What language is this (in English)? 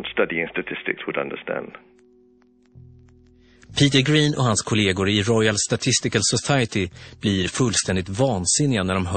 Swedish